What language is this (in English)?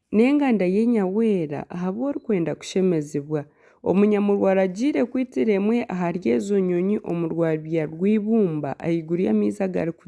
Nyankole